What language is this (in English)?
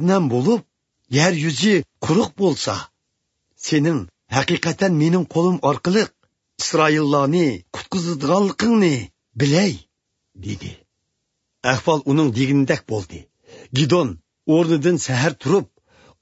Uyghur